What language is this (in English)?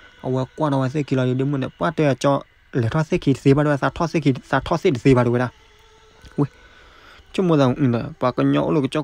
S'gaw Karen